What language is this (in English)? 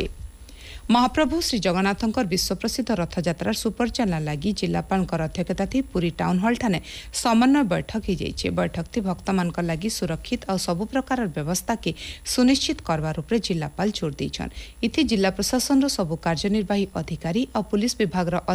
Odia